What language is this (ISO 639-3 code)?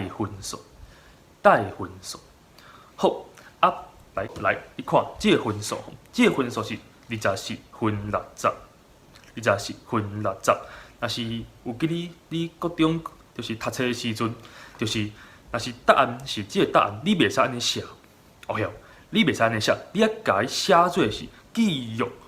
nan